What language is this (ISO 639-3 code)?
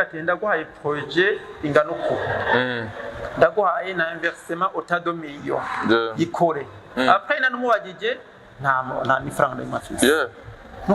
run